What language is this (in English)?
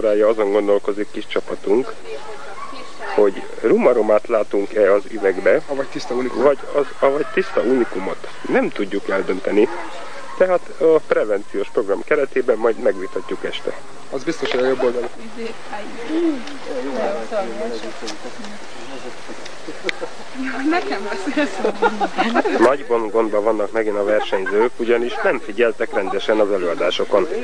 Hungarian